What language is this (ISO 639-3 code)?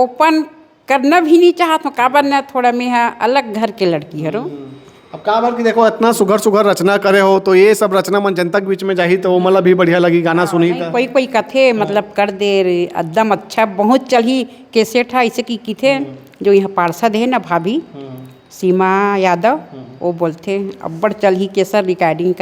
hne